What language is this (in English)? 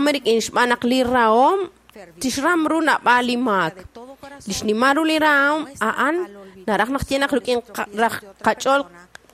Kekchí